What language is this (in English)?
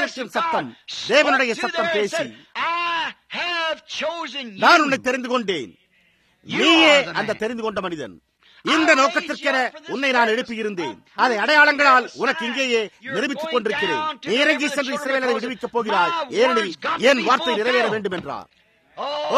Tamil